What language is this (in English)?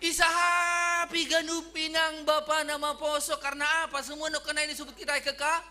Batak Simalungun